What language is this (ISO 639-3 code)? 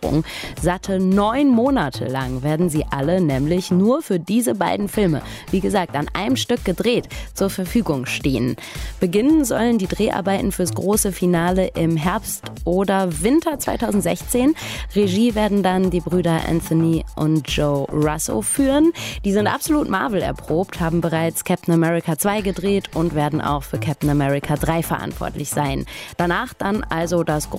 deu